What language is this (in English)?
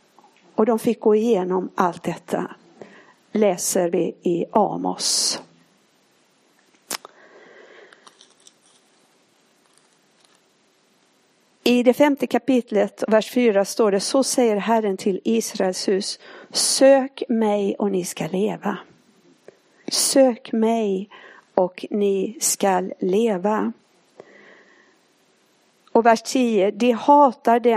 Swedish